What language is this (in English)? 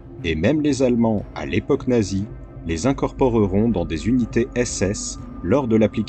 French